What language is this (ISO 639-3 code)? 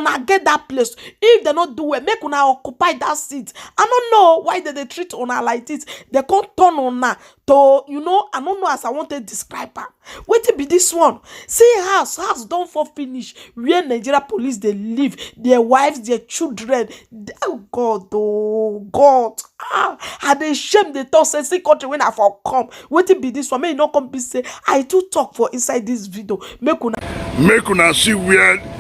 pcm